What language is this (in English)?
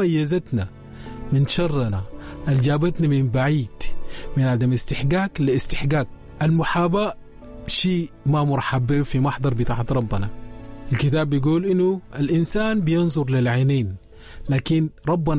Sudanese Arabic